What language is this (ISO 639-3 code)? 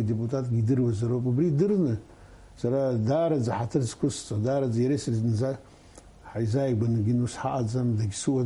abk